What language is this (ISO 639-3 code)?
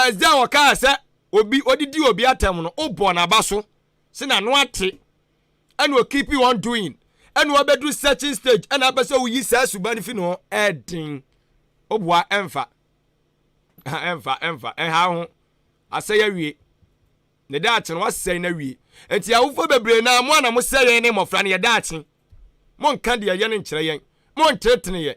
aka